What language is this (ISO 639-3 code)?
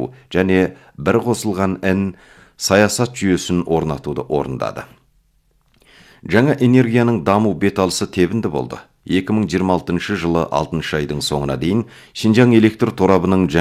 kaz